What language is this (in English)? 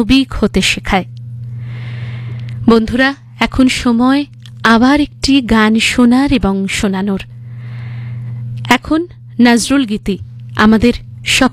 Bangla